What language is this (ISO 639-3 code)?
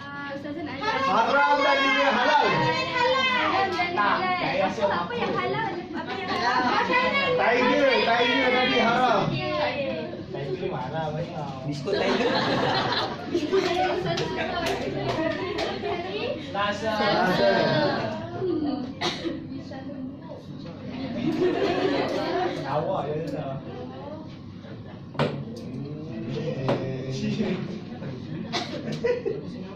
msa